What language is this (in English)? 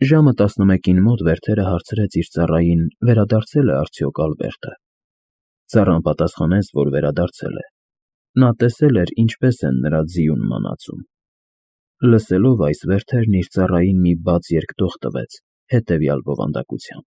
Armenian